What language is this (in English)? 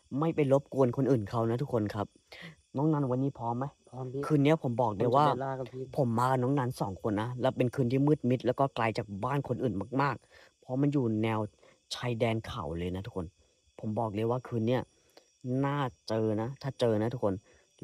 Thai